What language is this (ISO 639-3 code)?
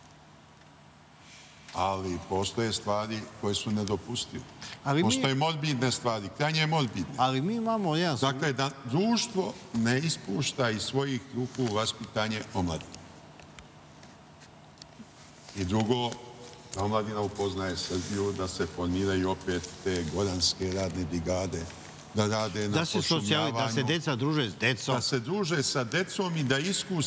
srp